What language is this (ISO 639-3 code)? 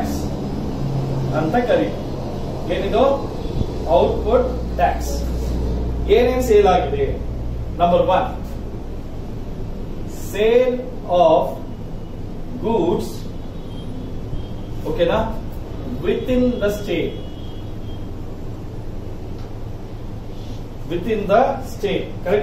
kan